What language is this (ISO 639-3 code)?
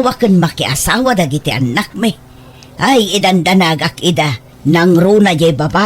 ilo